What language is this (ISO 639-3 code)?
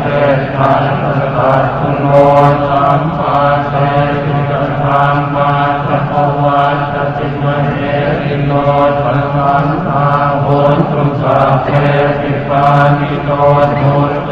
pli